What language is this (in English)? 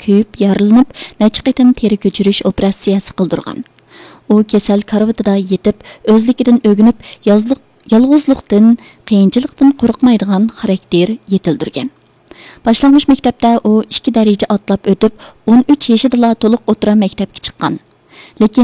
Uyghur